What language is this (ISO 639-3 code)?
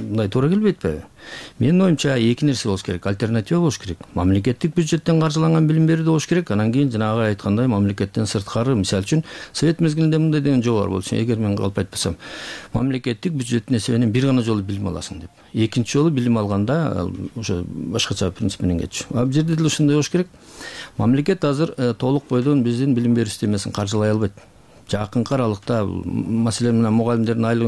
kir